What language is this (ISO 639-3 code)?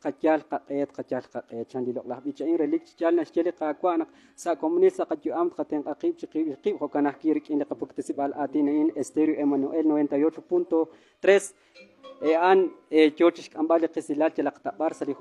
kek